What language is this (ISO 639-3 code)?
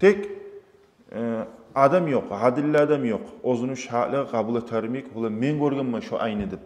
kum